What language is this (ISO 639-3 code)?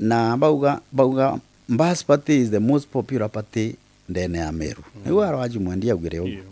mer